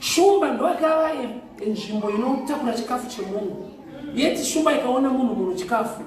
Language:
Shona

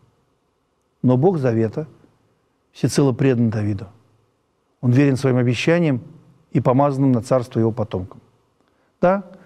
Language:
Russian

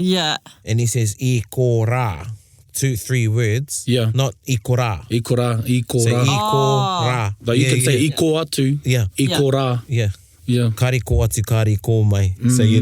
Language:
Māori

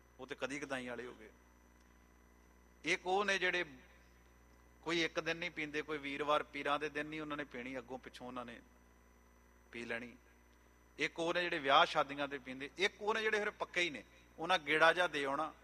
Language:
Punjabi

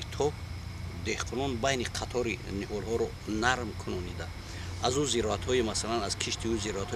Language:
Tajik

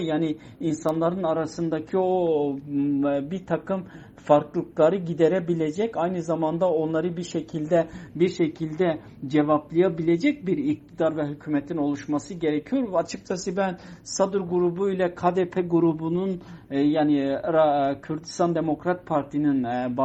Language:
Turkish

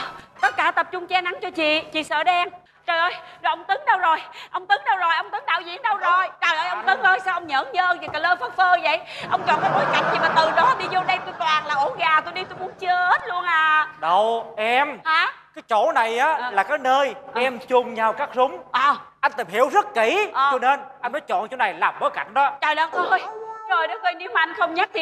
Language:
Vietnamese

